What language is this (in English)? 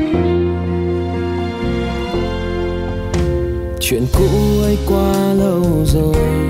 Vietnamese